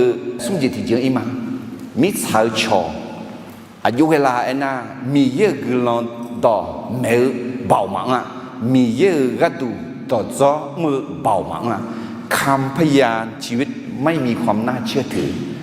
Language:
Akha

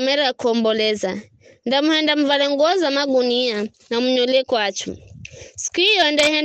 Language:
Giryama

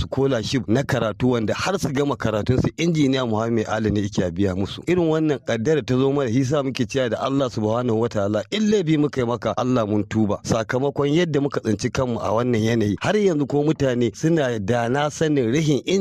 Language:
Hausa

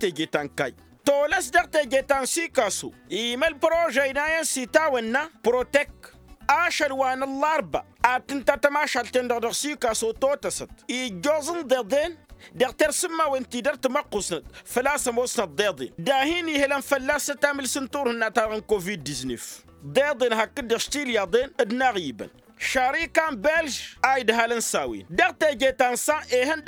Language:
Tamasheq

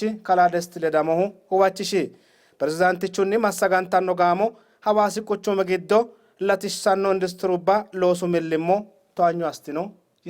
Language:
Sidamo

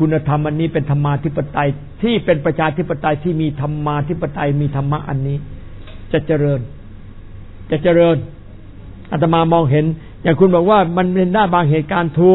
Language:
Thai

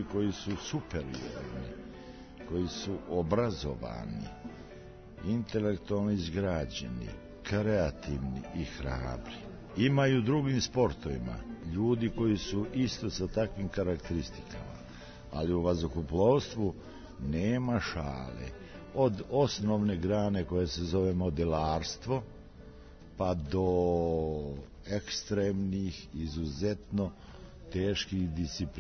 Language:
Serbian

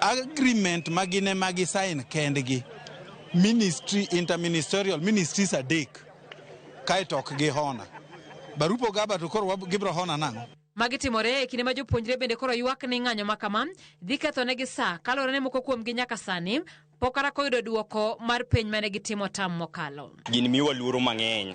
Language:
Luo (Kenya and Tanzania)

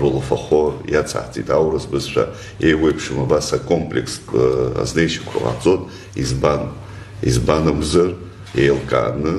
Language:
Abkhazian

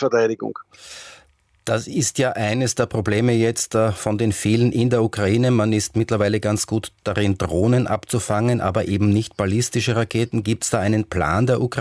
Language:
German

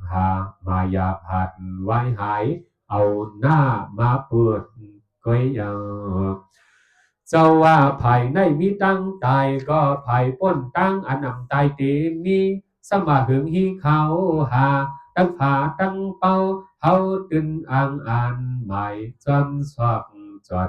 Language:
Shan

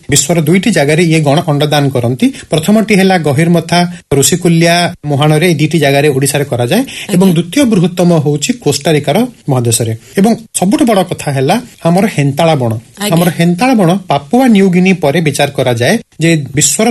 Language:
Odia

